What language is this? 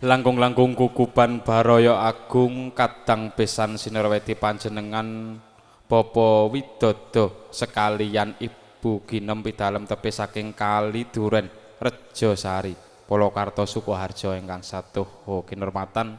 Javanese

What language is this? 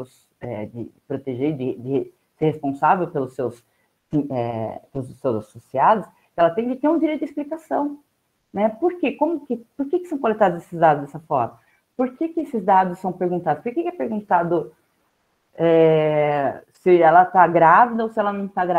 Portuguese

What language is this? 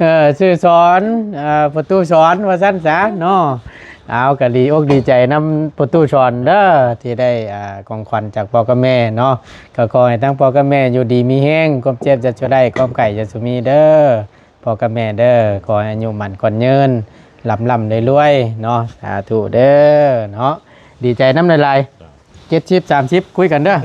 Northeastern Thai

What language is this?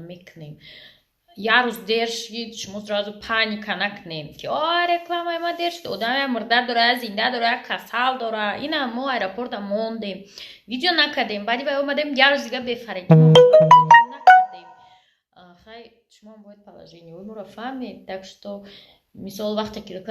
Tajik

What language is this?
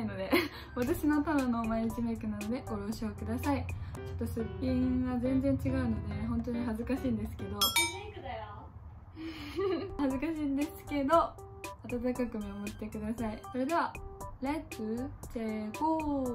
Japanese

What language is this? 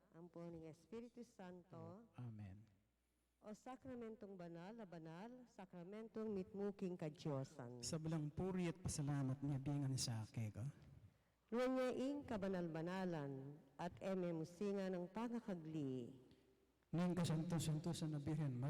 Pampanga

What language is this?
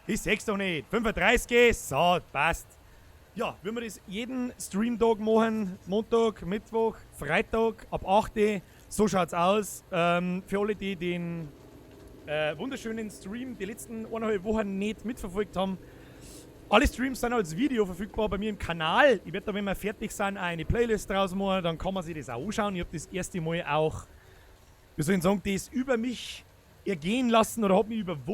Bavarian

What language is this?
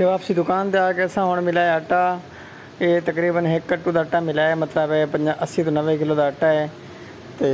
Saraiki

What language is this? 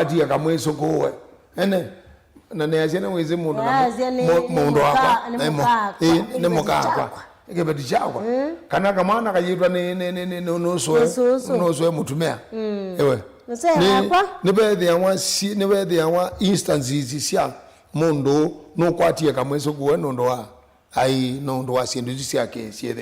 Kamba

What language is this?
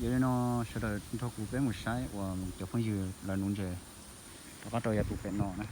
Hmong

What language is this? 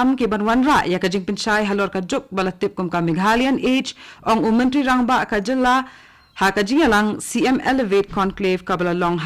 Khasi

